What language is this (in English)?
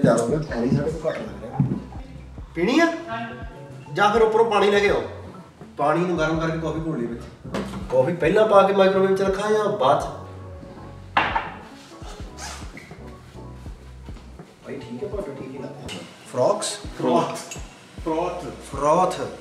Punjabi